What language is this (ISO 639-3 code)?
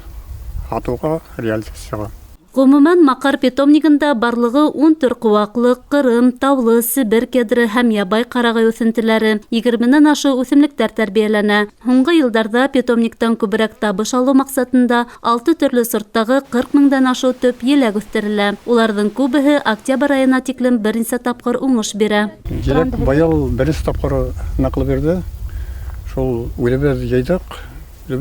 bak